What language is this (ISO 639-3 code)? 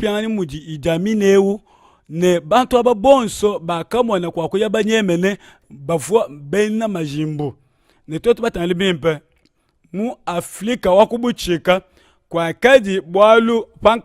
lua